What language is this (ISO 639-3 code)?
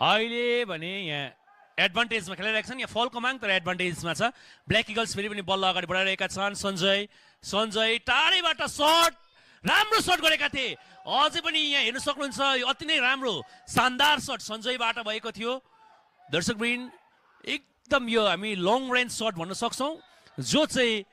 nep